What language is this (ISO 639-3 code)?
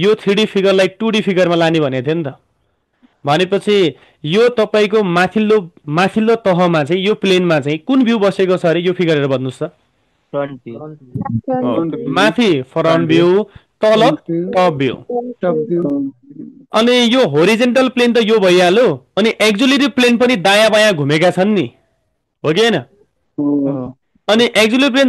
nep